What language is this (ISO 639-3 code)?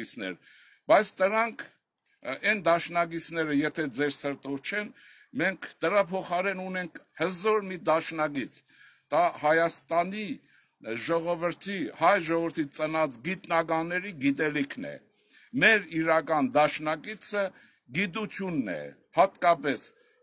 hye